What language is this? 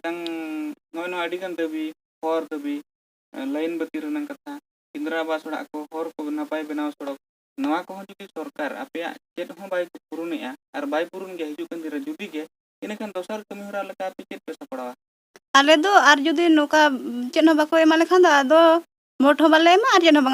Santali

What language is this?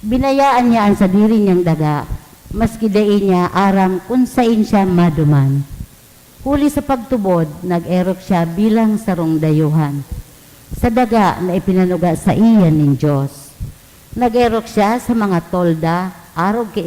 Bikol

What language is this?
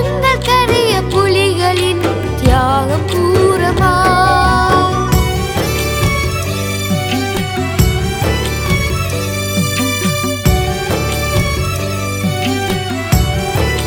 Tamil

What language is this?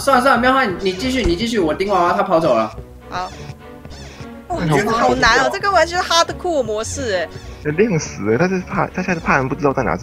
Chinese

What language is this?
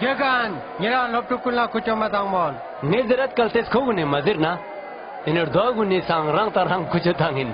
Ladakhi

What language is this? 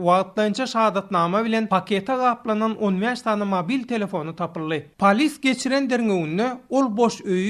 Turkmen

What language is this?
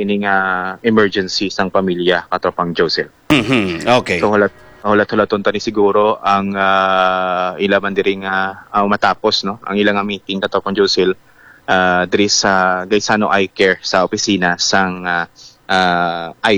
Hiligaynon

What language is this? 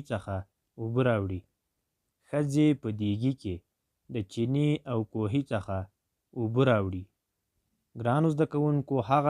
Pashto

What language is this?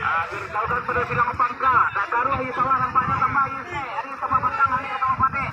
Minangkabau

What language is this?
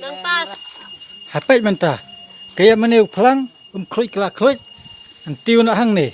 Khasi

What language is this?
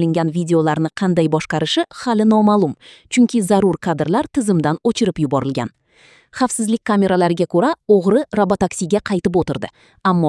Uzbek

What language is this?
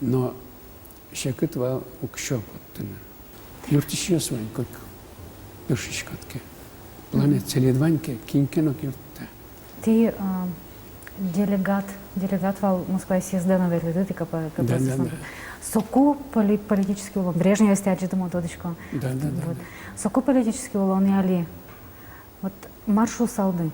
Udmurt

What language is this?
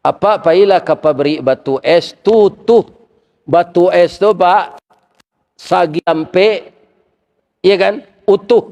Minangkabau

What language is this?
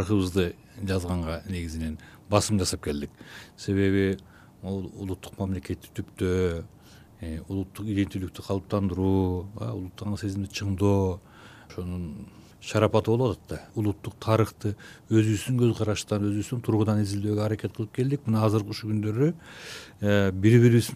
Kyrgyz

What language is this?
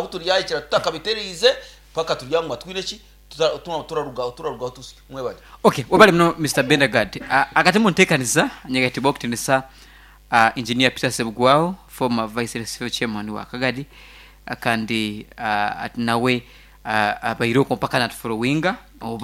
Nyankole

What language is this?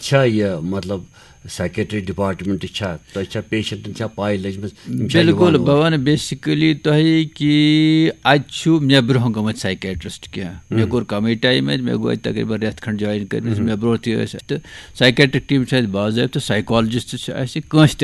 Kashmiri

